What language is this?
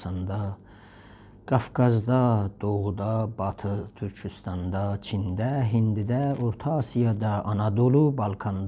South Azerbaijani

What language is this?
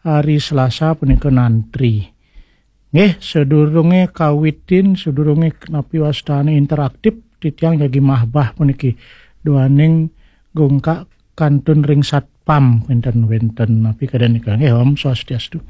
Balinese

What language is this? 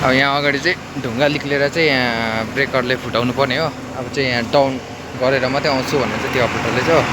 Nepali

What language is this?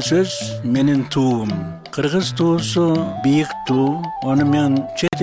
Kyrgyz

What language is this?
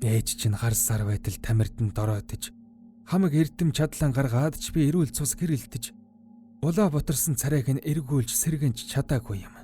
Mongolian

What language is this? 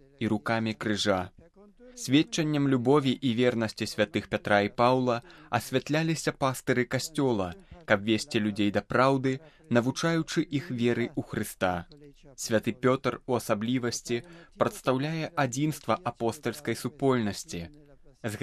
Belarusian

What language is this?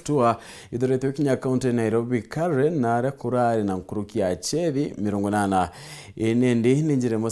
Meru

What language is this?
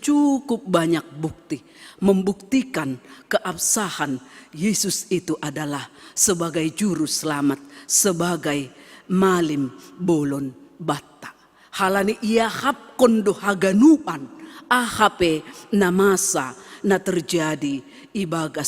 Batak Simalungun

